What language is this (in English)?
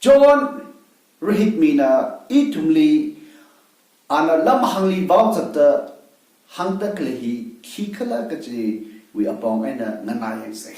Tangkhul Naga (India)